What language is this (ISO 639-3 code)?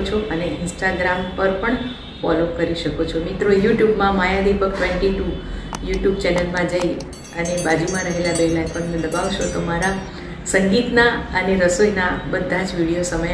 guj